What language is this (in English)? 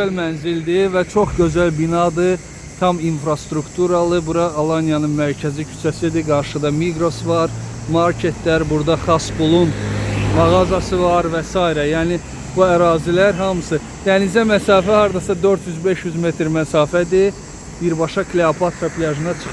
Azerbaijani